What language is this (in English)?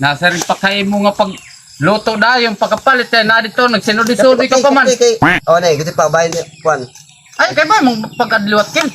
Waray